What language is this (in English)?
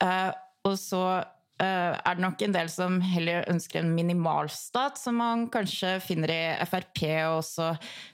Norwegian